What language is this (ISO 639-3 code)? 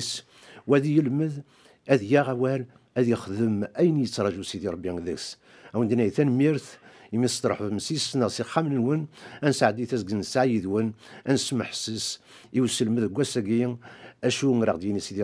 kab